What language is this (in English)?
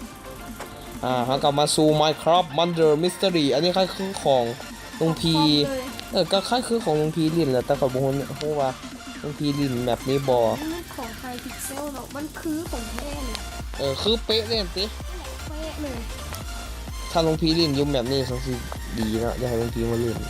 Lao